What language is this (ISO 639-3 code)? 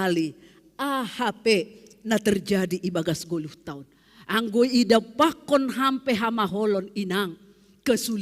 bts